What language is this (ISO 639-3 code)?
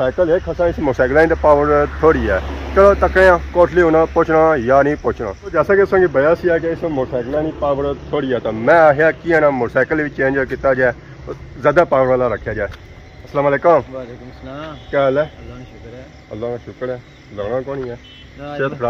phr